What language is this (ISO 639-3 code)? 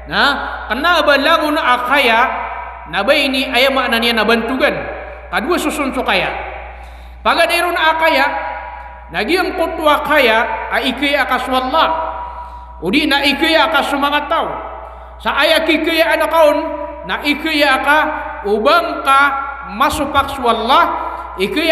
mrw